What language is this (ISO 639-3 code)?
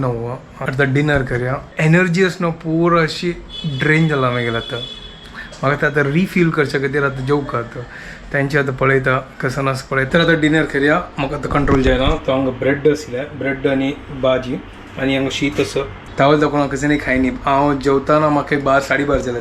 kok